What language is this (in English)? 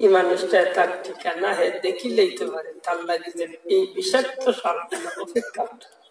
Sylheti